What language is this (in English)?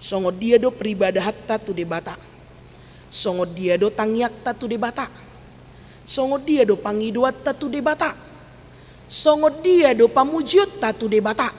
Batak Toba